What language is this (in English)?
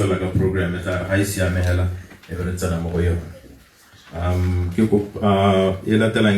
Tswana